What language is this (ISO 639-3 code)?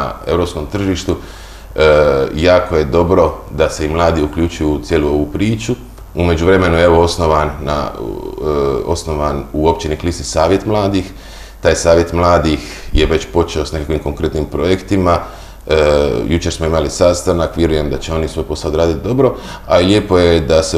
hrv